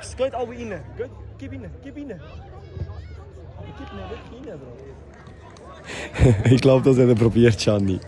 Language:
Swiss German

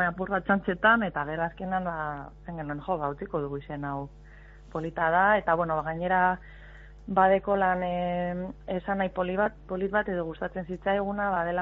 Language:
Basque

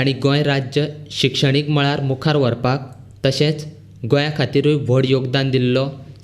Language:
Konkani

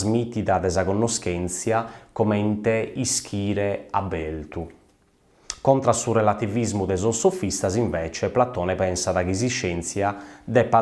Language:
Sardinian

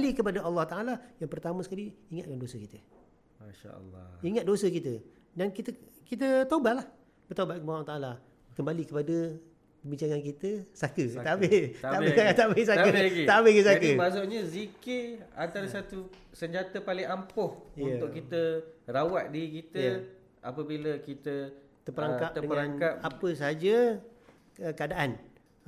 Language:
Malay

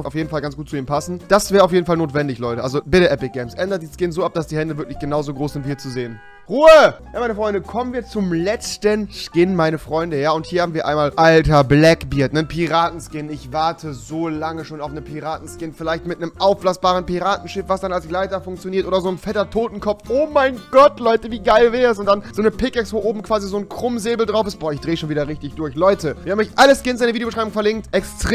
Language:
German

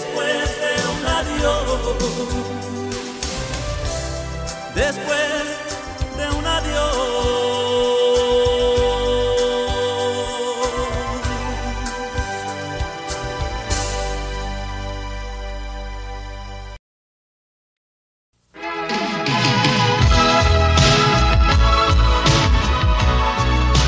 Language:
Spanish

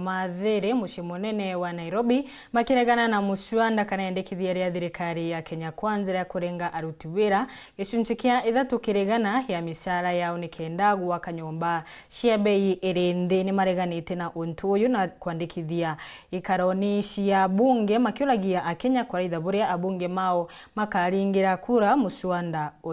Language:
Meru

